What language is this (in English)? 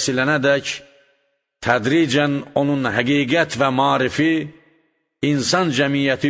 Azerbaijani